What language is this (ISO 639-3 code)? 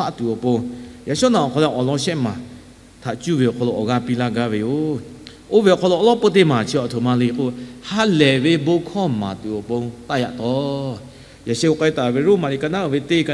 lhu